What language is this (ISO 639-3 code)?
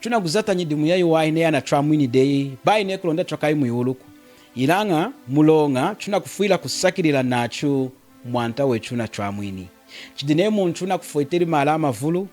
lun